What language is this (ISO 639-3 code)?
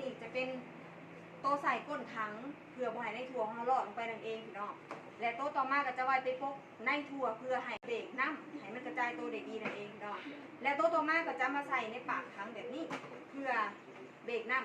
tts